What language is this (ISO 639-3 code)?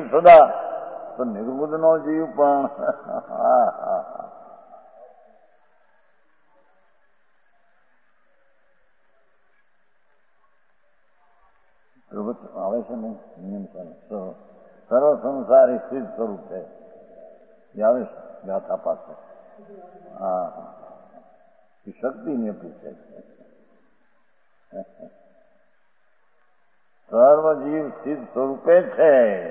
guj